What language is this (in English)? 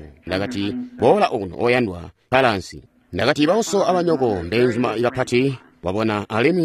Tonga (Zambia)